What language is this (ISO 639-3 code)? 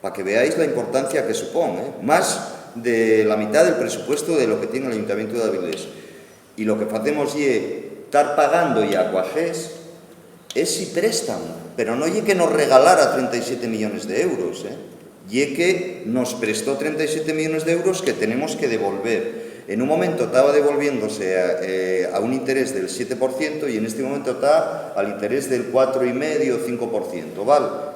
ast